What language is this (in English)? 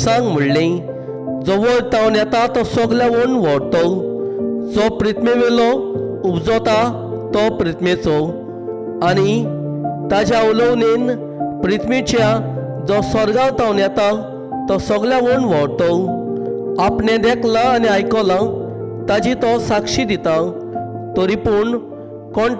Konkani